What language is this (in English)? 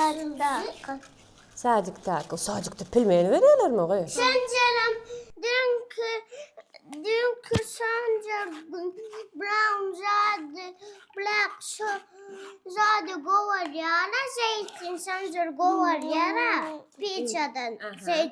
Turkmen